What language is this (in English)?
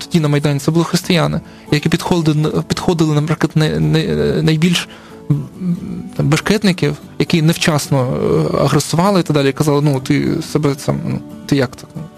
Ukrainian